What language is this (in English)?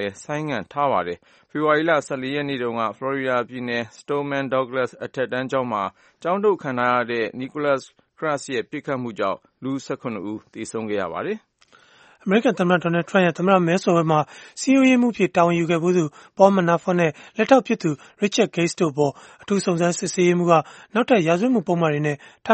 Burmese